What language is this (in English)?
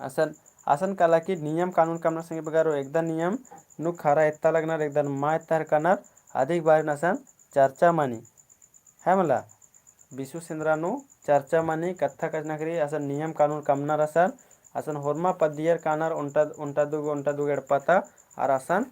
Kurukh